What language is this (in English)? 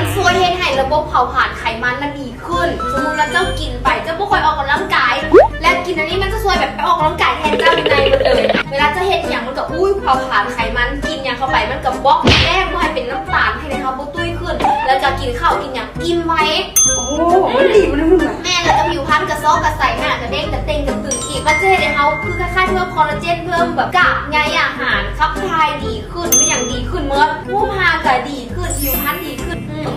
Lao